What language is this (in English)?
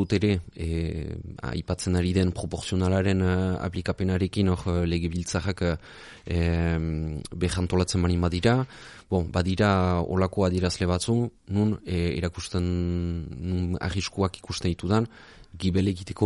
Basque